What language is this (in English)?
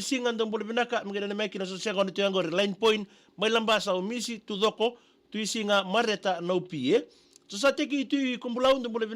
Fijian